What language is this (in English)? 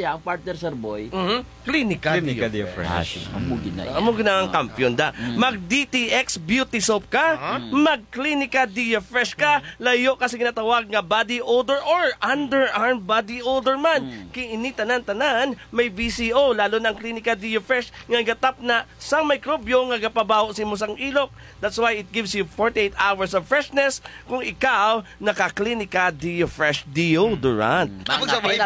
Hiligaynon